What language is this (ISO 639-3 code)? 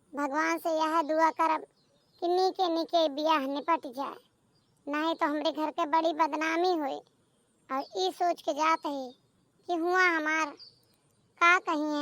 awa